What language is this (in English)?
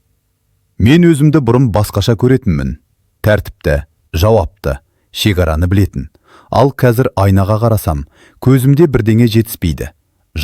Kazakh